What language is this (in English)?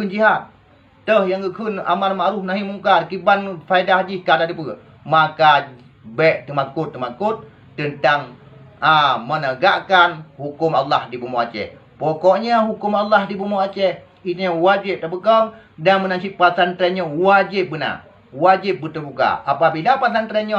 Achinese